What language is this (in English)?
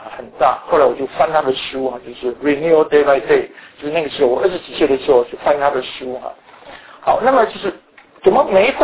Chinese